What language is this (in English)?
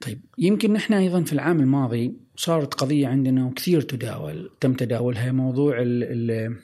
Gulf Arabic